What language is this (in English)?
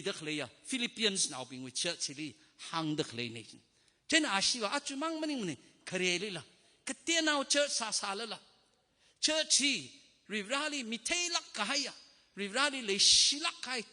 Tangkhul Naga (India)